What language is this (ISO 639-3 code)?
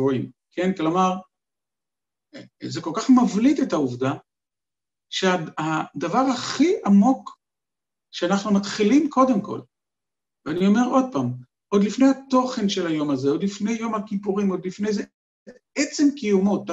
heb